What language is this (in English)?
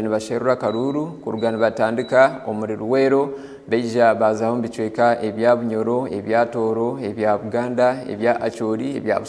Nyankole